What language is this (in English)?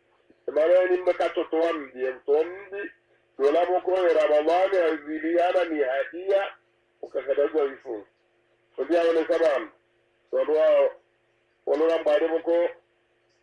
Swahili